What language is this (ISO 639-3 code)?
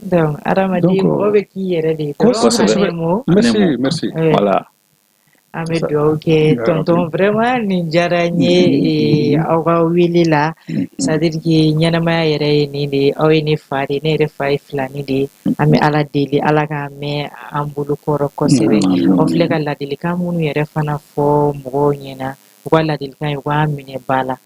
bam